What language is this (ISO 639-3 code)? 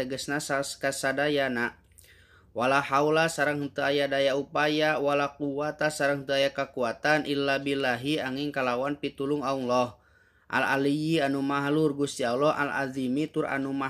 sun